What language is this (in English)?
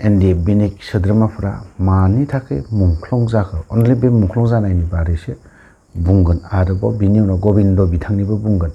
Bodo